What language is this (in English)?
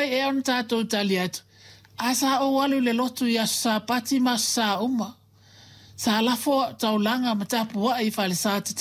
Samoan